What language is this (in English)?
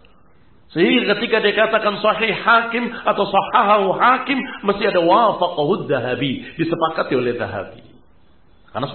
Indonesian